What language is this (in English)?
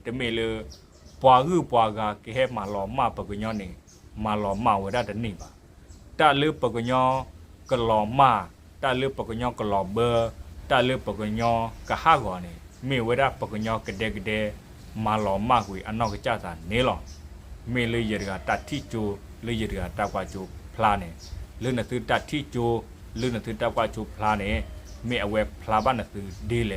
S'gaw Karen